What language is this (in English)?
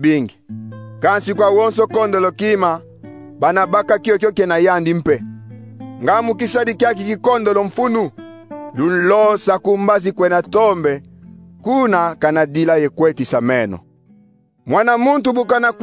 Kongo